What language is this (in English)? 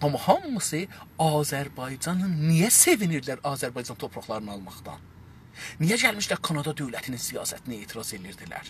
South Azerbaijani